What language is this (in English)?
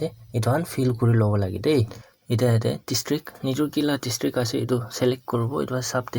Naga Pidgin